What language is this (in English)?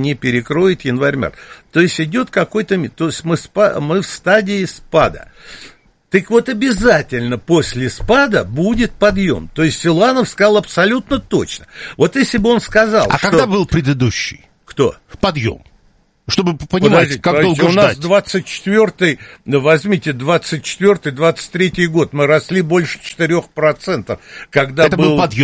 Russian